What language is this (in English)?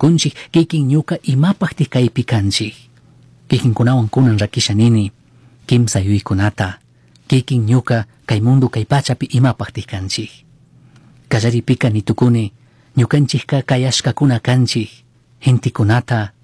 Chimborazo Highland Quichua